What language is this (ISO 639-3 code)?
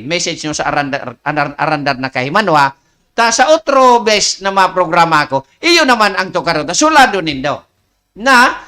bik